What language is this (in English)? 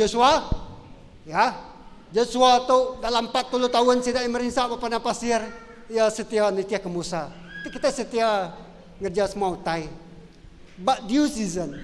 Iban